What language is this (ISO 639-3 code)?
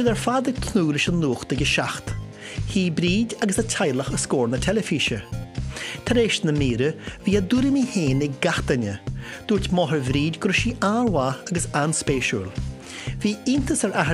gle